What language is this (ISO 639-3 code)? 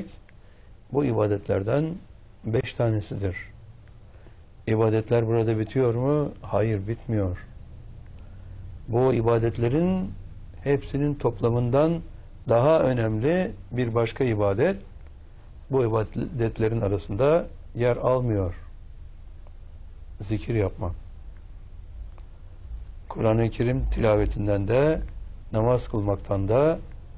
tur